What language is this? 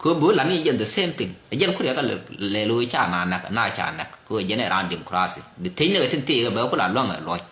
Nuer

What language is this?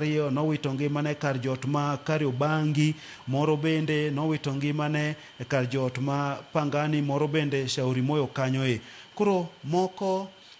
Luo (Kenya and Tanzania)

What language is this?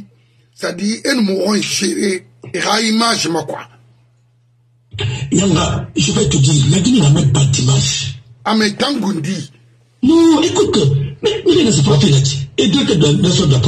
French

